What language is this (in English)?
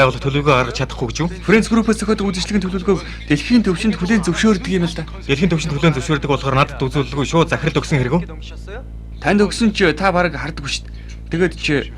Mongolian